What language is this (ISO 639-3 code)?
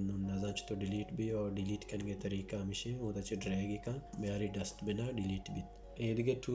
bal